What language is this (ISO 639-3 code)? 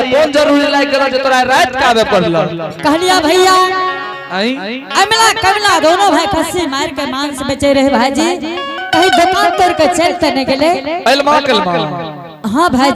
anp